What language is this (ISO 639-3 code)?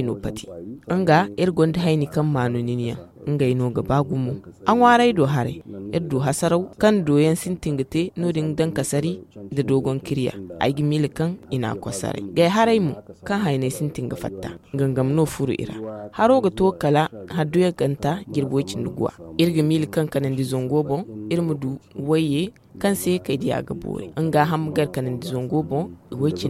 dje